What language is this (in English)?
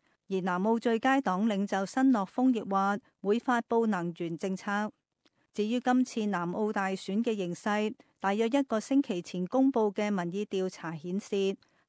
Cantonese